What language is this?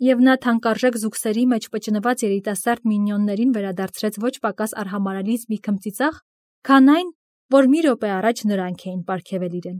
Armenian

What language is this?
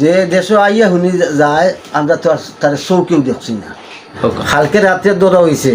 Sylheti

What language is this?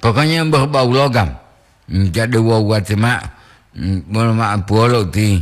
Gorontalo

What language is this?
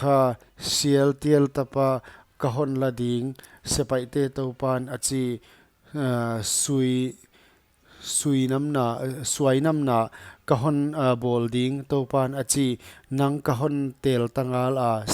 Paite Chin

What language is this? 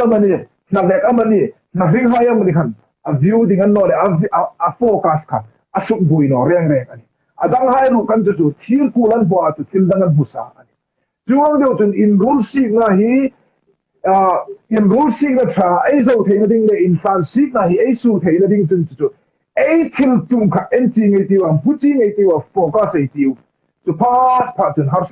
Hmar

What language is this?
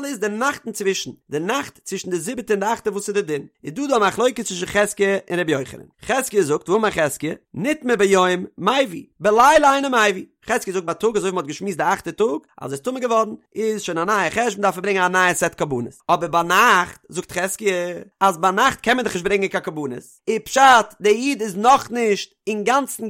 Yiddish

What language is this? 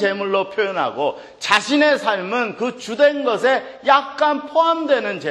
Korean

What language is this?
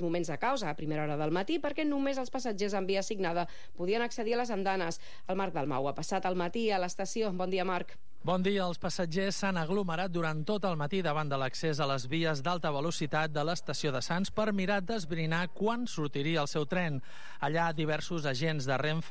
Catalan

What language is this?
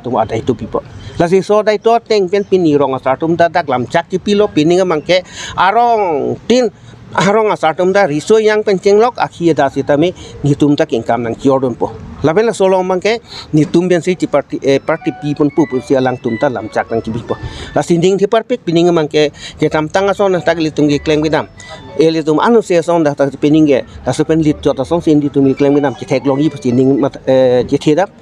Karbi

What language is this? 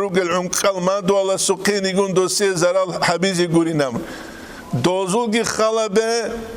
Avaric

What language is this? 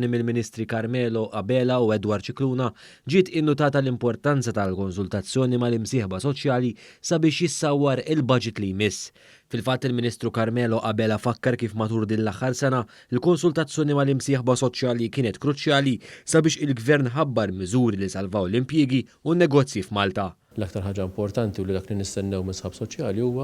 Maltese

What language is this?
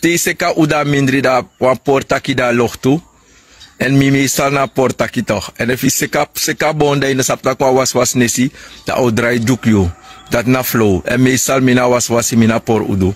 Sranan Tongo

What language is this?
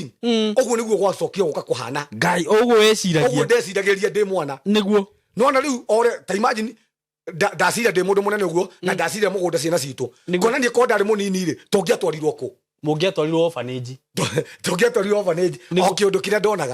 Kikuyu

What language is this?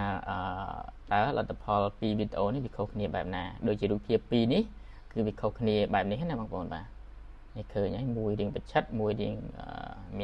Khmer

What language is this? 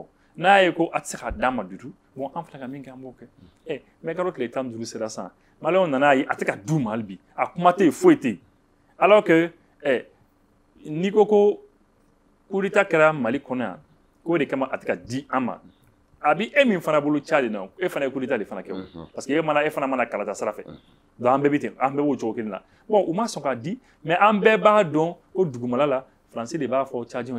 Bambara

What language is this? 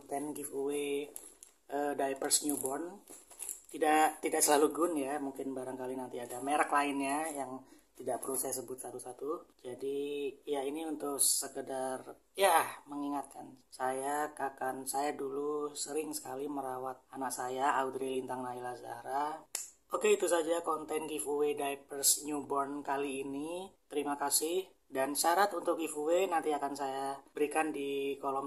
Indonesian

